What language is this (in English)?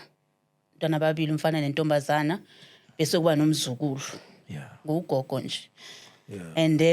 Zulu